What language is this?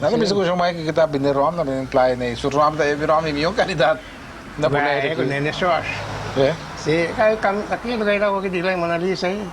Papiamento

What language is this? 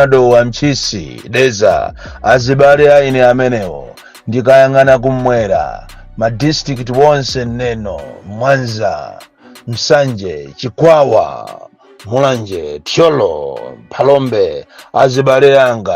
Nyanja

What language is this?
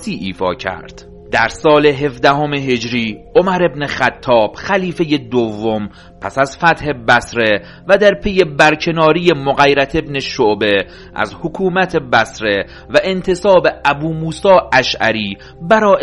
Persian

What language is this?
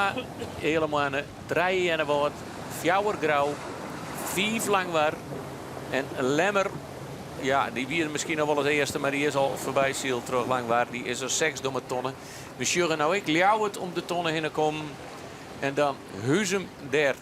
Western Frisian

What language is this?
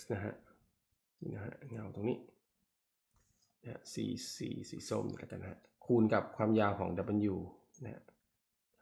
Thai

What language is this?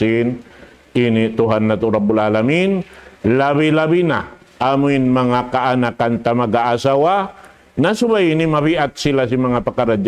Tausug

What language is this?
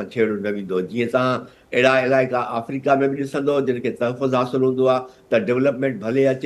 Sindhi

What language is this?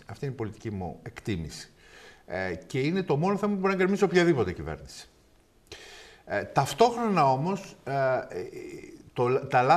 Greek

